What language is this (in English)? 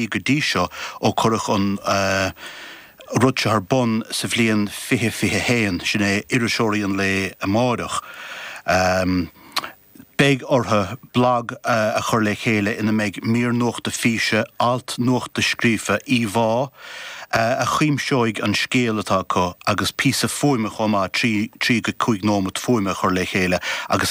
Irish